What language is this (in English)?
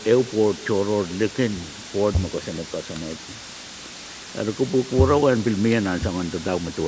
Pohnpeian